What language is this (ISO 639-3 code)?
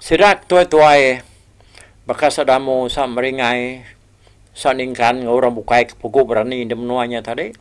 iba